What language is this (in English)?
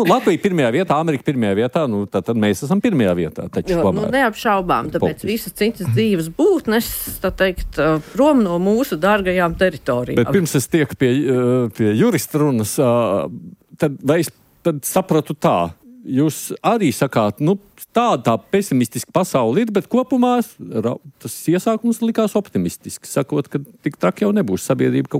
Latvian